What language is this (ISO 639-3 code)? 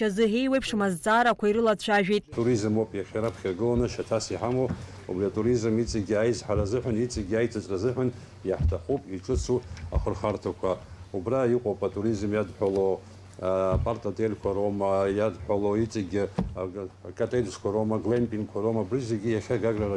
abk